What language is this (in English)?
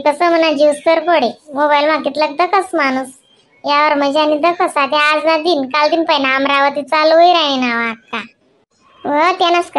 Khandesi